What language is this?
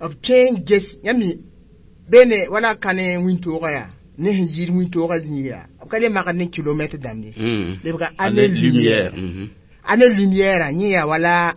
Mossi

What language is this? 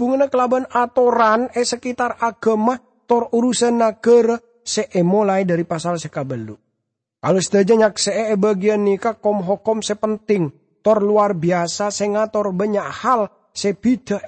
Madurese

